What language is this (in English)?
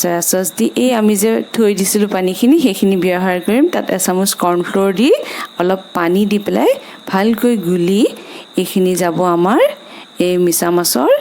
Assamese